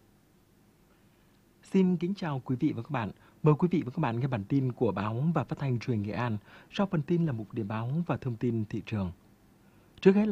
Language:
Vietnamese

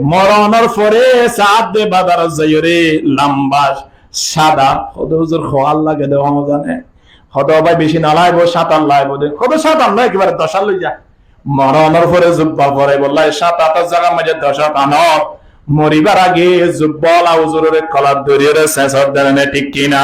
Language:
Rohingya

